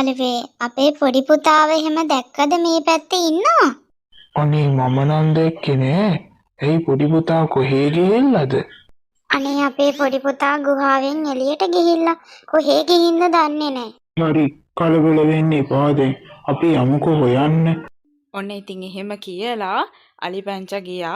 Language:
Sinhala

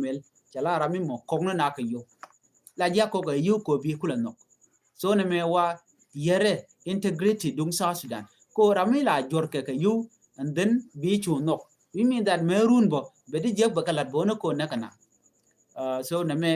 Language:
Nuer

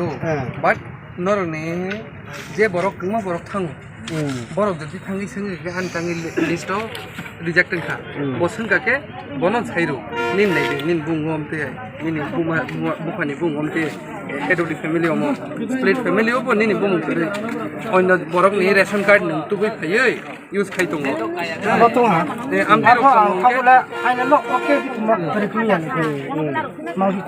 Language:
Riang (India)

